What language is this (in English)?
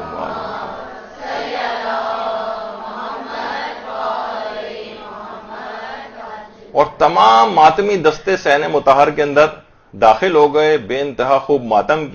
Urdu